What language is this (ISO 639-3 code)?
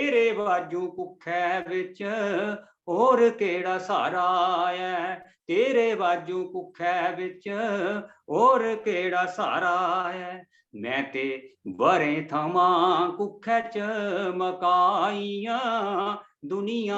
doi